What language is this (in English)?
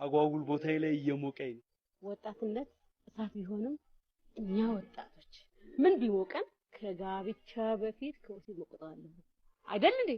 Amharic